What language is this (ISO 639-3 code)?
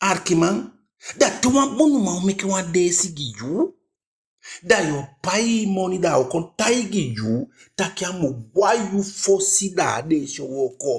djk